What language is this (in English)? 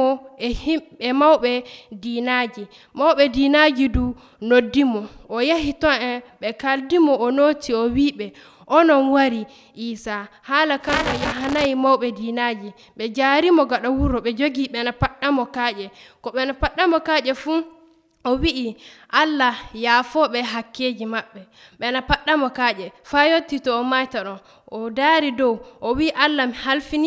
Nigerian Fulfulde